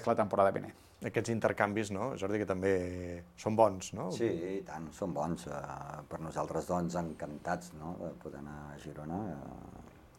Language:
Catalan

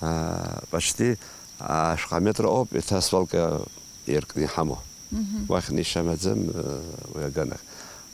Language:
Abkhazian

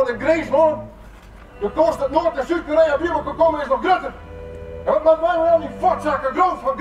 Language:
Western Frisian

